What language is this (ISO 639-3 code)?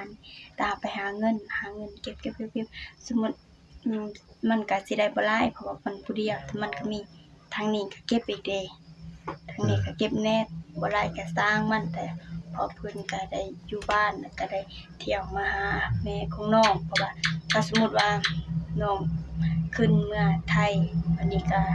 lao